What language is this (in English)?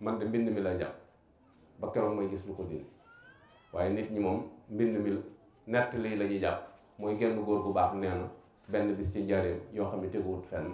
Wolof